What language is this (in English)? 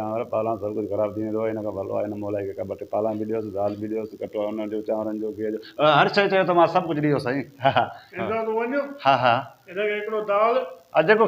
Sindhi